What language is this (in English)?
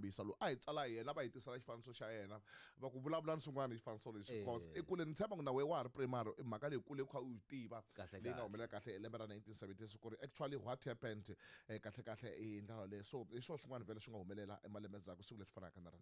Tsonga